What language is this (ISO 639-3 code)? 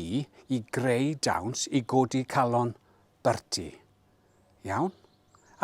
cym